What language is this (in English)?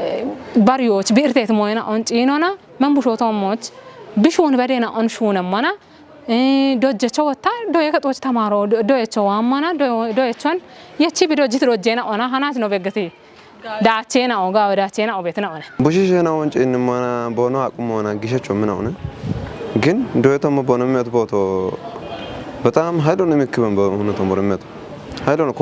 Kafa